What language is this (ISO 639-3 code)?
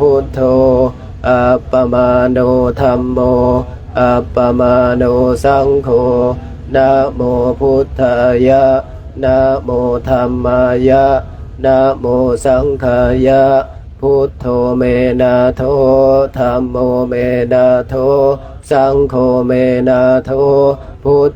pli